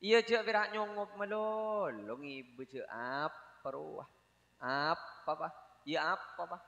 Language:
Madurese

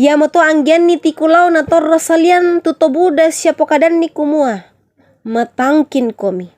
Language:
Toraja-Sa'dan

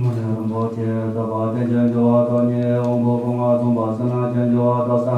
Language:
Tibetan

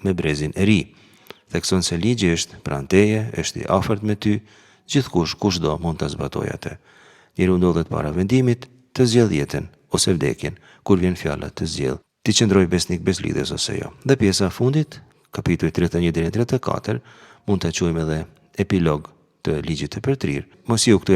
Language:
Albanian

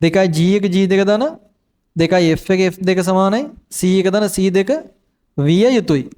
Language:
Sinhala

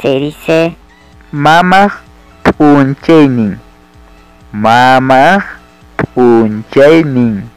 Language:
Ayacucho Quechua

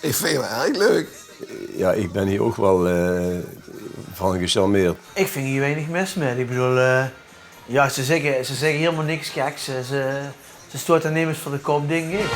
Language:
Limburgish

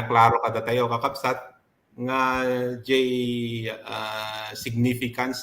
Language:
Iloko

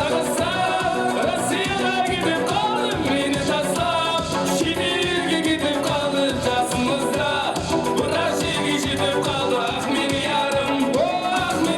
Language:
Kara-Kalpak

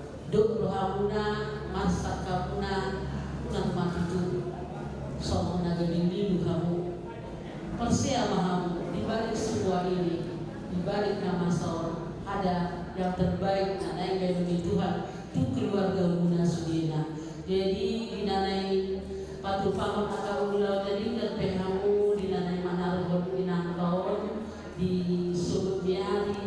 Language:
Batak Toba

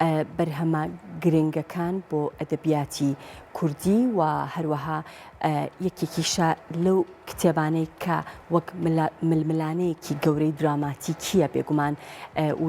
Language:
Central Kurdish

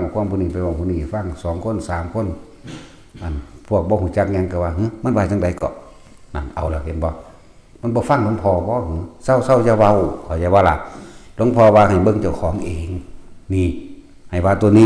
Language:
Northeastern Thai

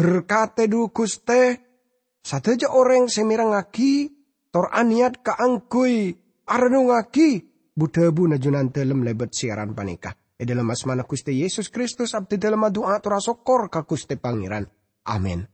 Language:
Madurese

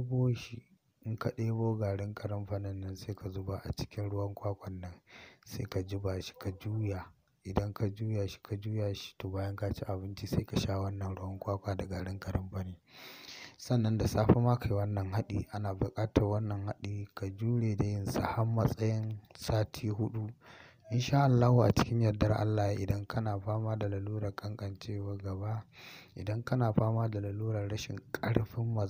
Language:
Hausa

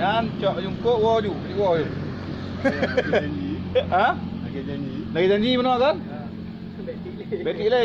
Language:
Achinese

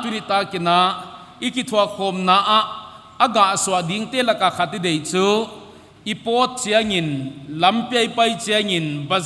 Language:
Paite Chin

